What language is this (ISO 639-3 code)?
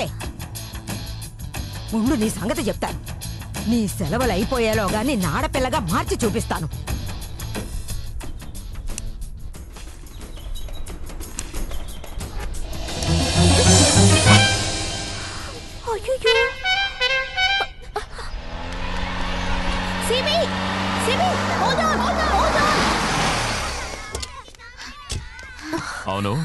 tel